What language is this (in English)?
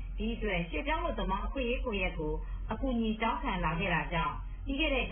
Burmese